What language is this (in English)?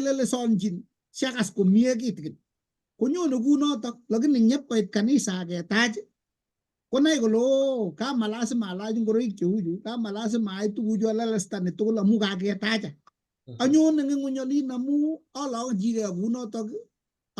Kalenjin